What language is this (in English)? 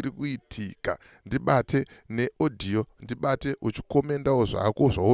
Shona